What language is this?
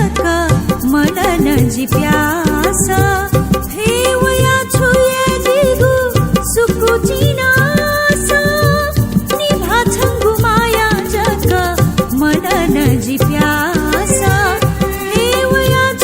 Newari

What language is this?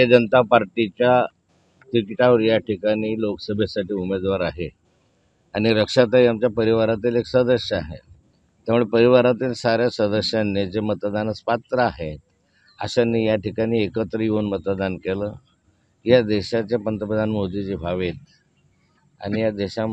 Marathi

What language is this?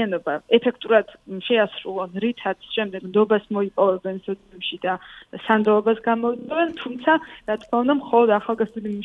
Georgian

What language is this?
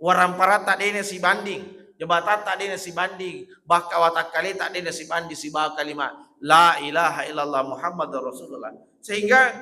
Buginese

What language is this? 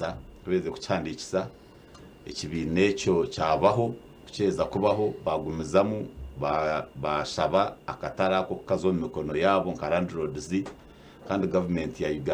Nyankole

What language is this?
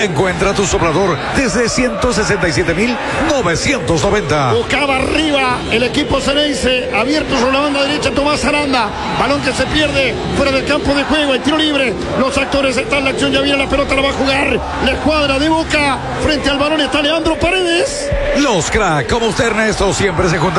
Spanish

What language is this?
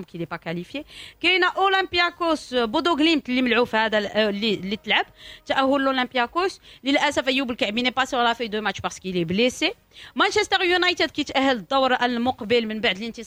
Moroccan Arabic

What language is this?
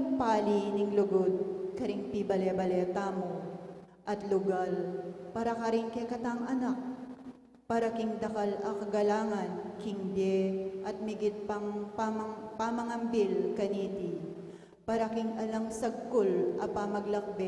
Pampanga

